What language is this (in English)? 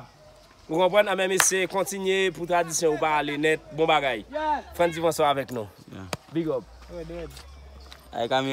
Haitian Creole